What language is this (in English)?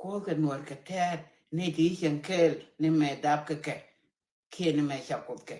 Nuer